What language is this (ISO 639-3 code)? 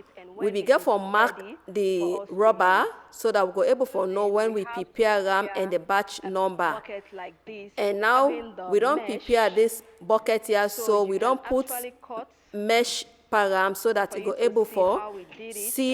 pcm